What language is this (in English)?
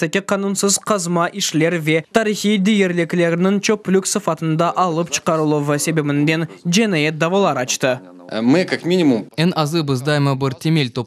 Crimean Tatar